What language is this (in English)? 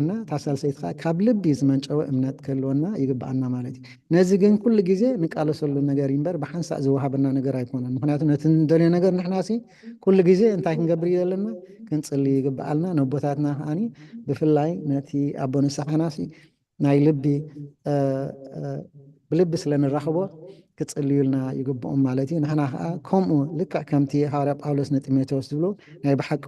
Tigrinya